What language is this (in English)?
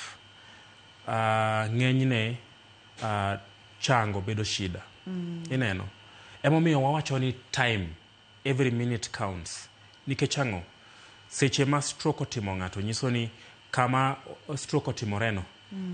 Luo (Kenya and Tanzania)